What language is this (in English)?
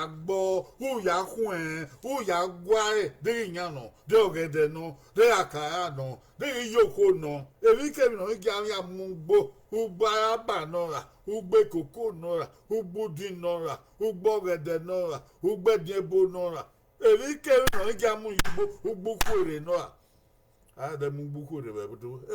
Bini